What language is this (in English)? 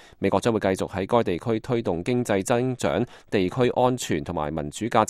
Cantonese